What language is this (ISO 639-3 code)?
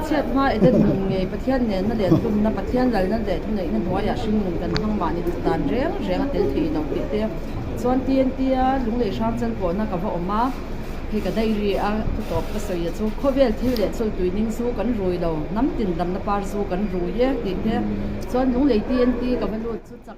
lus